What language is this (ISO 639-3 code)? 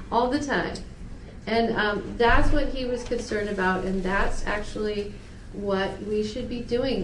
eng